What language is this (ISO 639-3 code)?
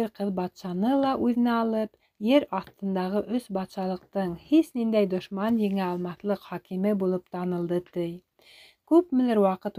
bak